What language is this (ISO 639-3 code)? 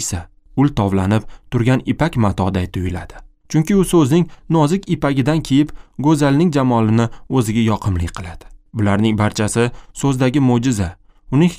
uzb